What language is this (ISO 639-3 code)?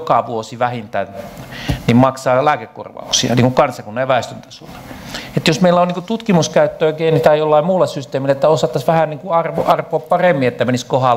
fin